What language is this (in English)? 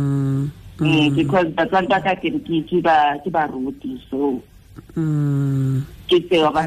Tswana